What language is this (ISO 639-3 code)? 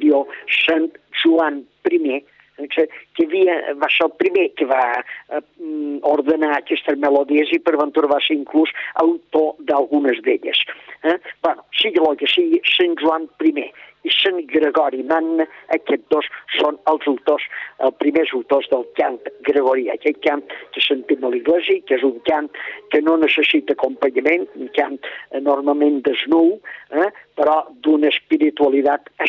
cat